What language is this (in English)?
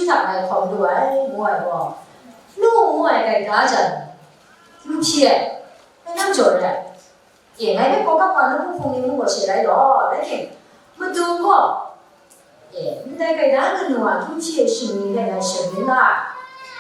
Kachin